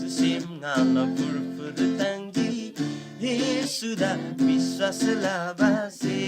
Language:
Eastern Tamang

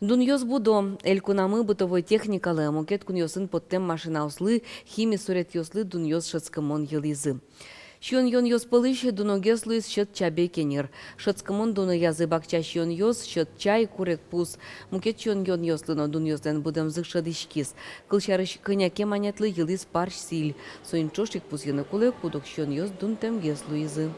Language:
Udmurt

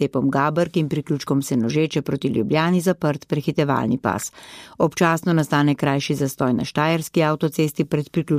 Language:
Slovenian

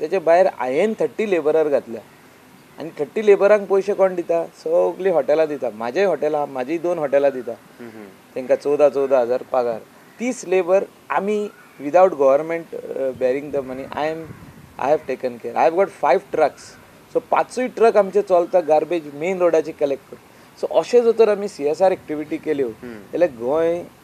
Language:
Konkani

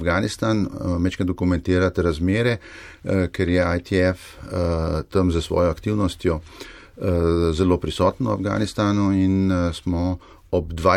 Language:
Slovenian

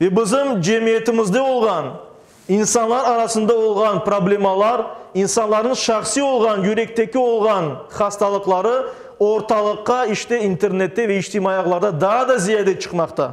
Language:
Crimean Tatar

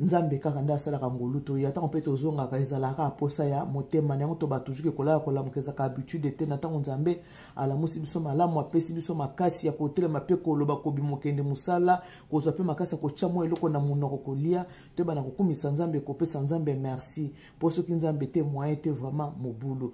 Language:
Lingala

